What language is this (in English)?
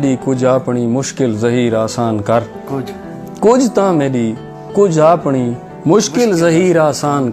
Saraiki